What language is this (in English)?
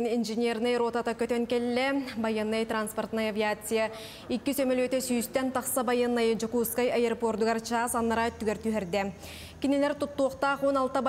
Yakut